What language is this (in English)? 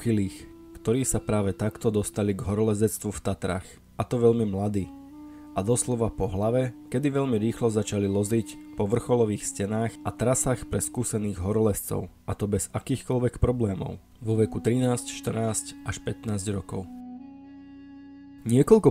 Slovak